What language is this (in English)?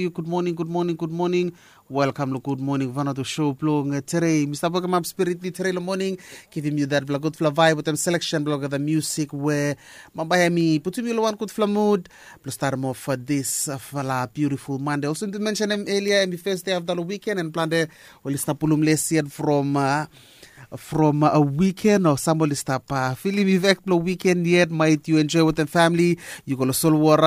Bislama